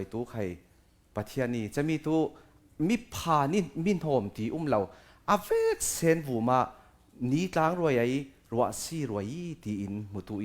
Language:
Falam Chin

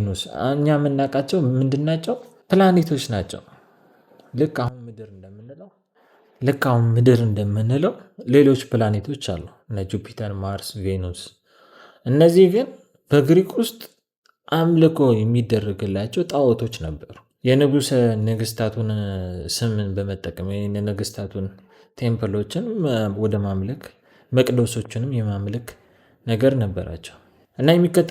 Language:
Amharic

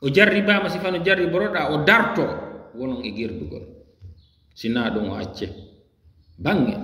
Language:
Fula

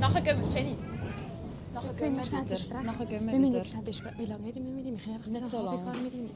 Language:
Swiss German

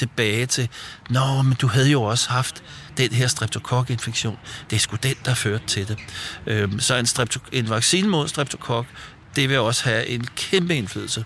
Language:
Danish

